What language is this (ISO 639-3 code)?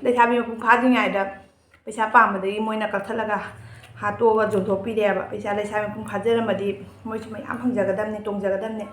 mni